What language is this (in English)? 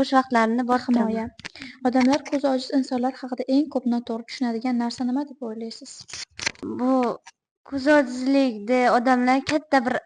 Uzbek